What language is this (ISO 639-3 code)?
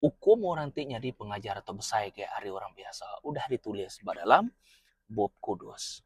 iba